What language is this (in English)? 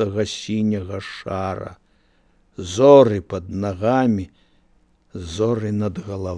Belarusian